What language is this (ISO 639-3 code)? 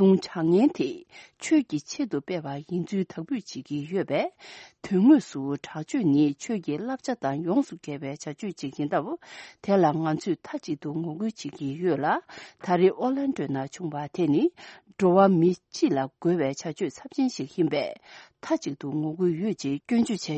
bod